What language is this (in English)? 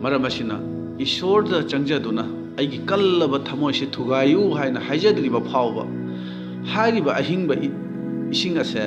Manipuri